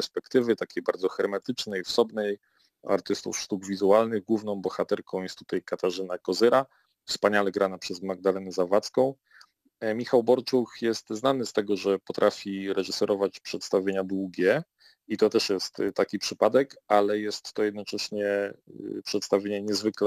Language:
Polish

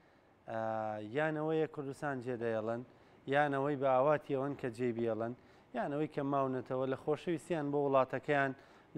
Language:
Central Kurdish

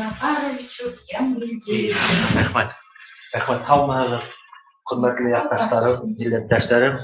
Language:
Bashkir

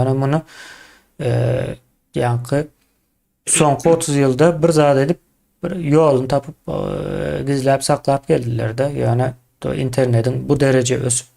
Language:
Turkmen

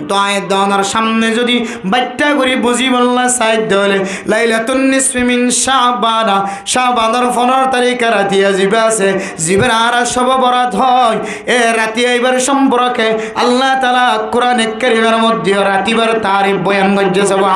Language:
Rohingya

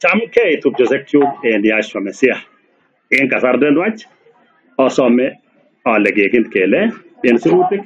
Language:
Kalenjin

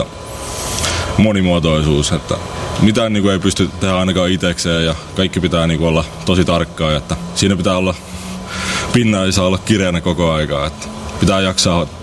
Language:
Finnish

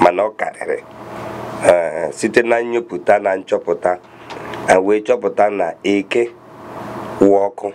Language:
Igbo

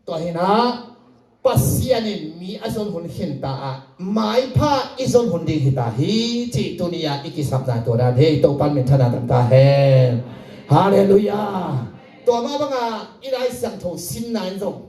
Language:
Tedim Chin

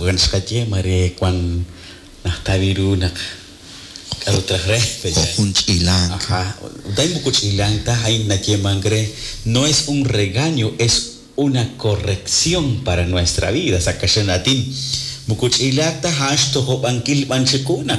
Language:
Kekchí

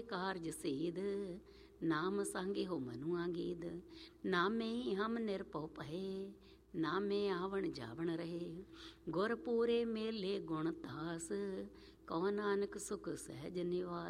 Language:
Punjabi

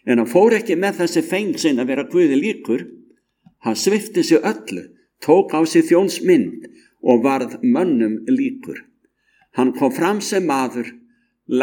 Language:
Icelandic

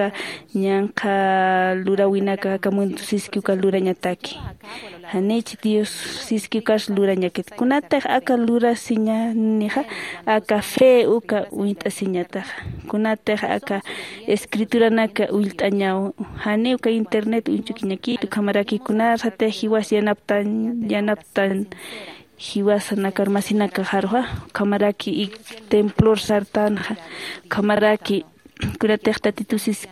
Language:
Aymara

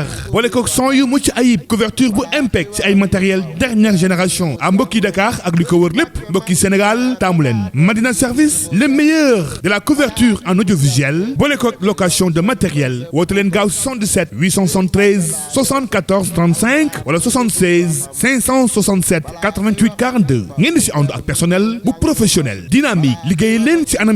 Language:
Wolof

